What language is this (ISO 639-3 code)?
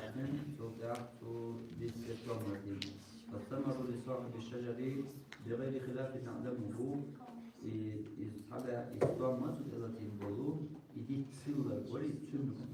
che